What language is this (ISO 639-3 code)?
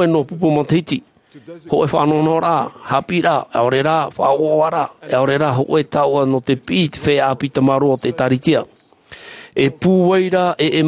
tah